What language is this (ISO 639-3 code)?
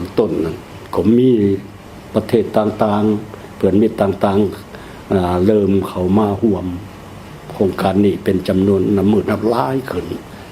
lao